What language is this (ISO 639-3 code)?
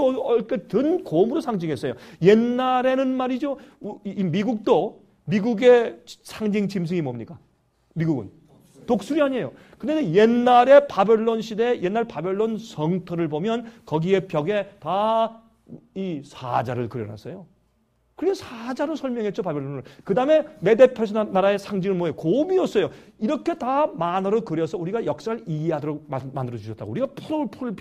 kor